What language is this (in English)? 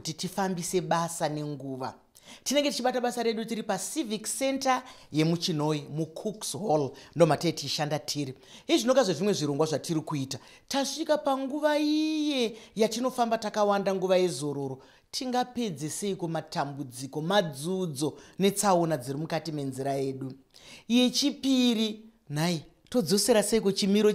Shona